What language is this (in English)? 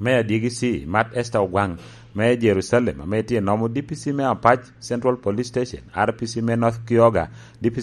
Lango (Uganda)